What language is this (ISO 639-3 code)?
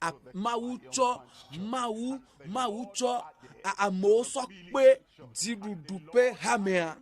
ewe